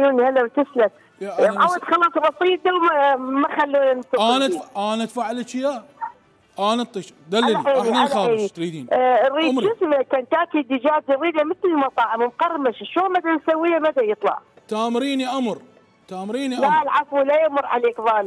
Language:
Mesopotamian Arabic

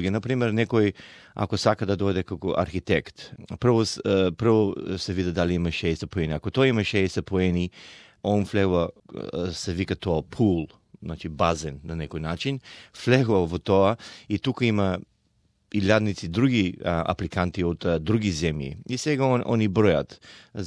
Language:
Macedonian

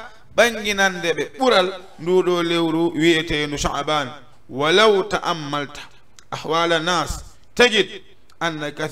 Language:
Fula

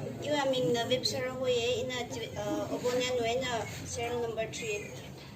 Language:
Tangkhul Naga (India)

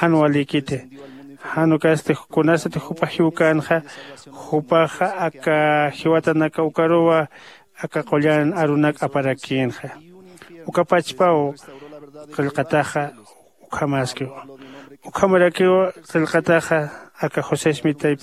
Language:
Aymara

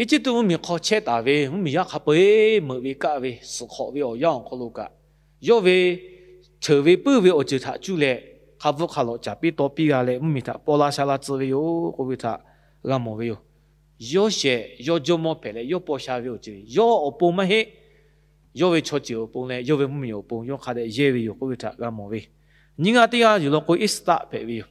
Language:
Lahu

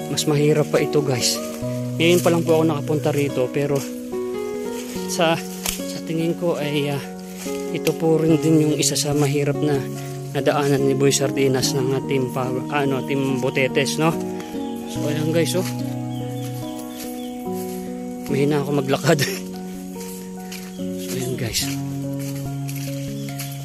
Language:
Filipino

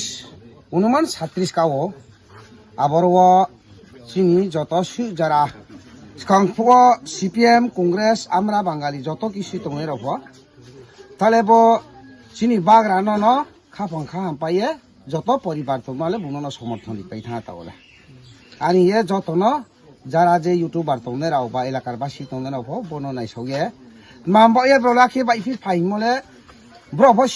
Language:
Kok Borok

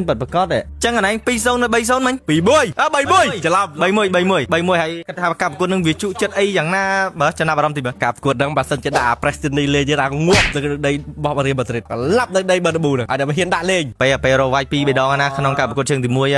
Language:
Khmer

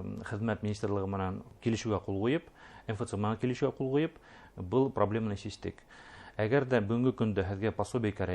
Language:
Bashkir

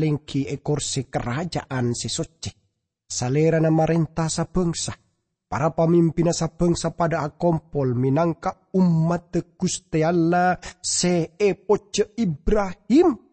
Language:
Madurese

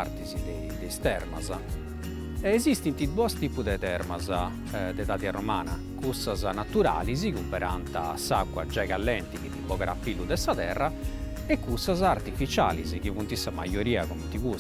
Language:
Sardinian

